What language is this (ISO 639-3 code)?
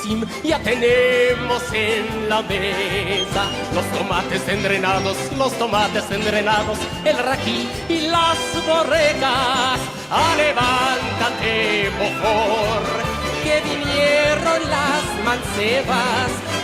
lad